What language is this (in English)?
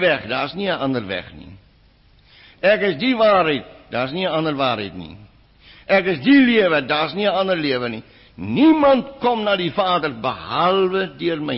Afrikaans